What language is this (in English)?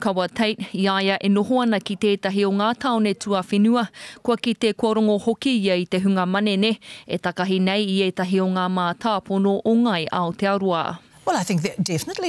Māori